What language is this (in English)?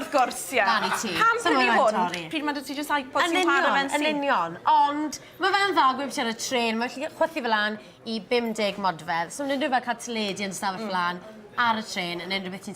Welsh